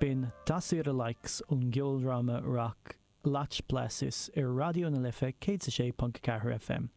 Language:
Irish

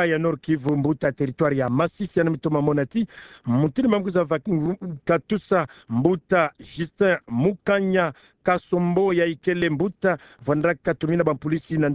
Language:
Kituba (Democratic Republic of Congo)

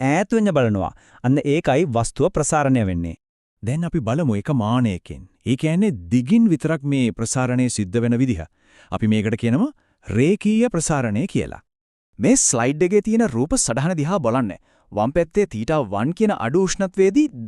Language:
Sinhala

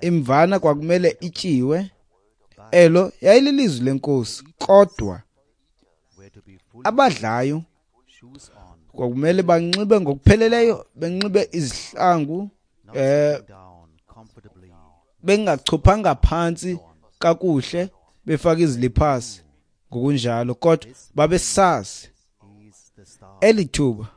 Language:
Xhosa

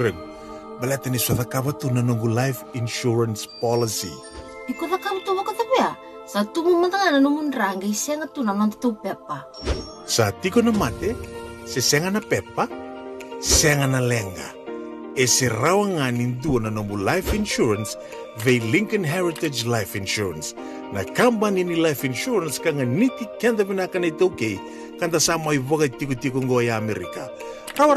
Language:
Fijian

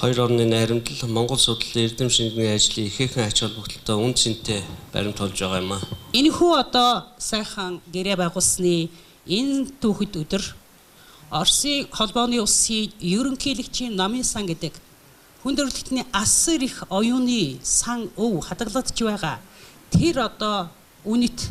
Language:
Mongolian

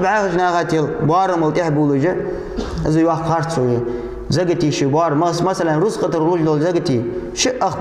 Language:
Ingush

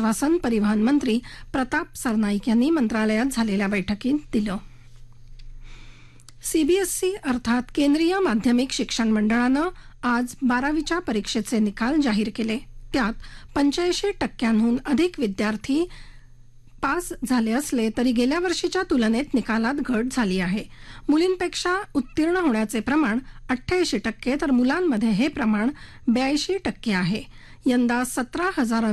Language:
Marathi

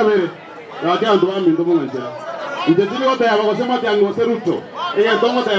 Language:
Gusii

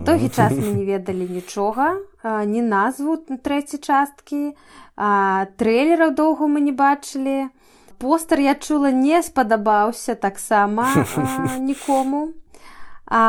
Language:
Belarusian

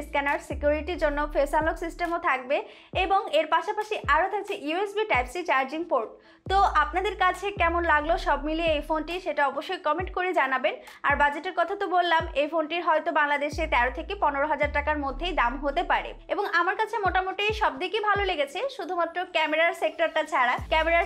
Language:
Bangla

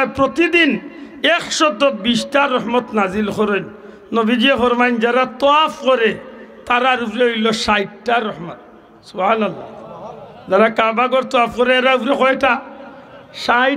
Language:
Sylheti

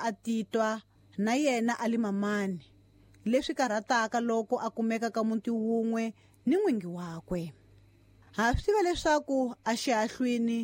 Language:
Tsonga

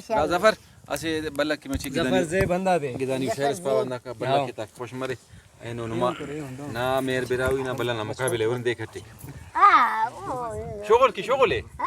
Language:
Brahui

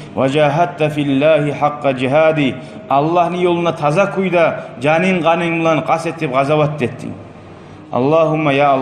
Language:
Kumyk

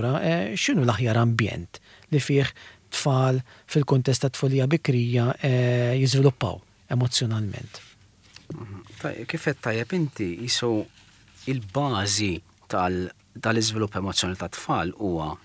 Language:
Maltese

